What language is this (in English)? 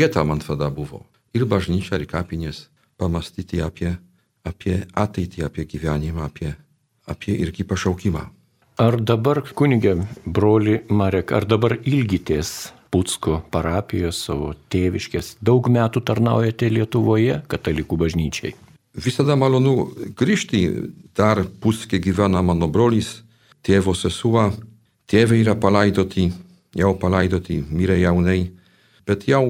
Lithuanian